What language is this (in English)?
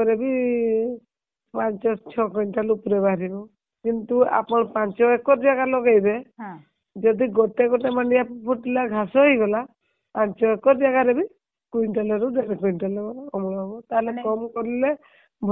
Odia